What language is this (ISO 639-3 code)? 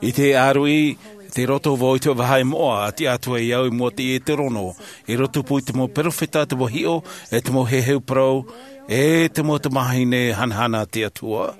tah